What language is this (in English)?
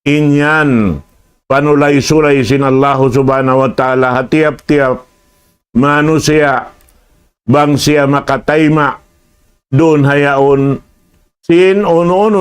Tausug